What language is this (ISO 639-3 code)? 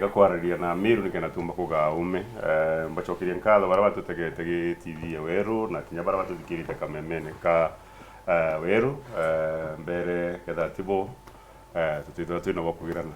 mer